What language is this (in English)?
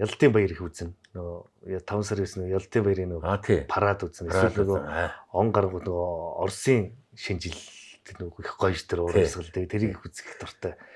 Mongolian